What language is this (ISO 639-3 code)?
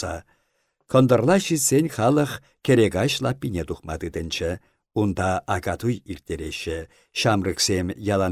chv